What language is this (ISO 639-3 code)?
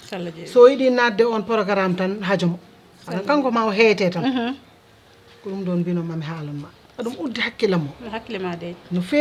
ful